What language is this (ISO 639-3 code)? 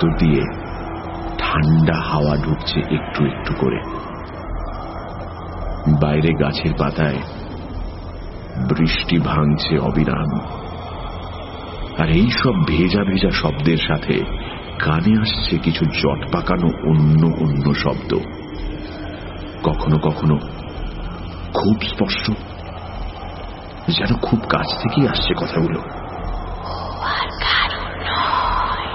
ben